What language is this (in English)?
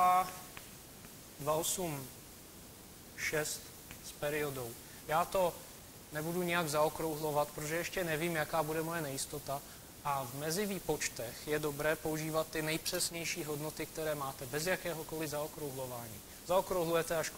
Czech